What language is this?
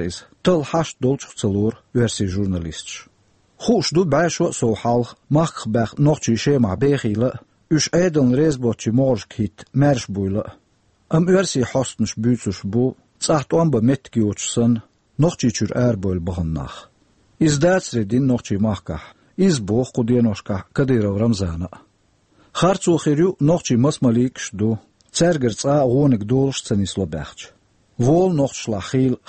Chechen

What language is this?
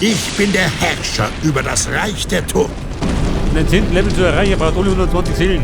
Bavarian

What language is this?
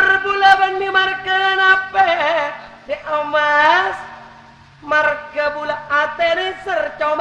Madurese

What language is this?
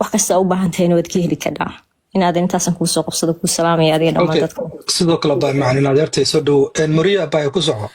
Somali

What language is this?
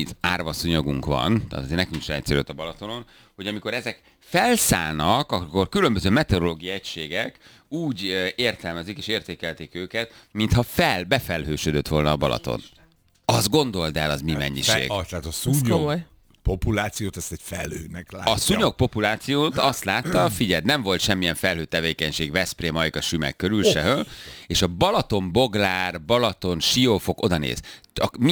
Hungarian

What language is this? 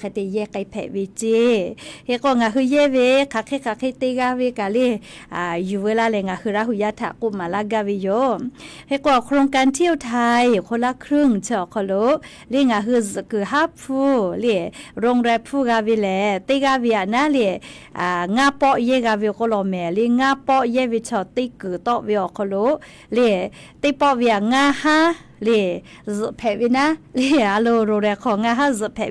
Lahu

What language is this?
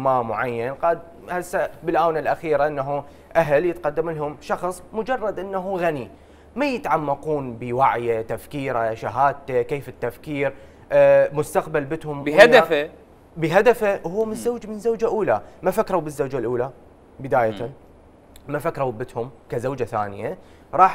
Mesopotamian Arabic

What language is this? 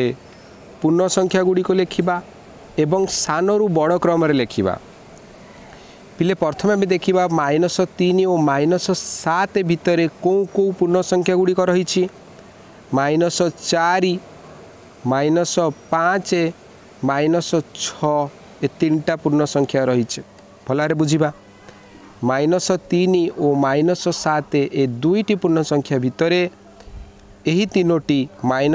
Odia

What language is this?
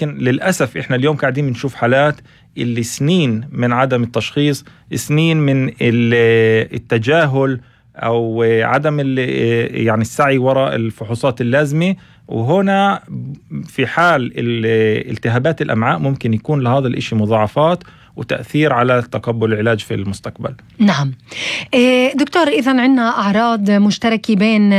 North Levantine Arabic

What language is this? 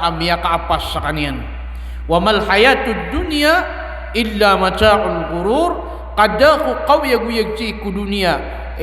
Maranao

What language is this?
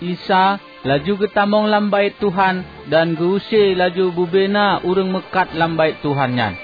Achinese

